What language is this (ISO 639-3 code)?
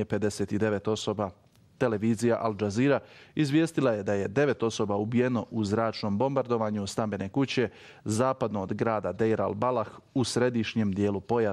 bos